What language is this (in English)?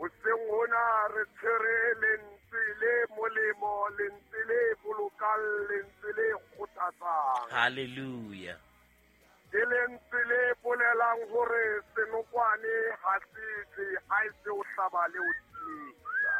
Southern Sotho